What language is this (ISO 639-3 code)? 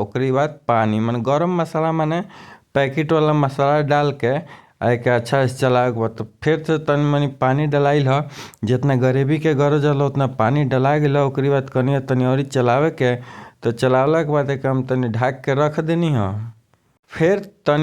bho